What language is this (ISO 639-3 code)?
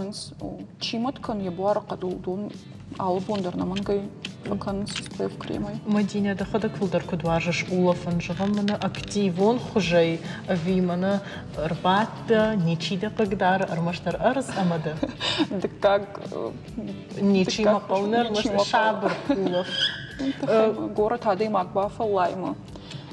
oss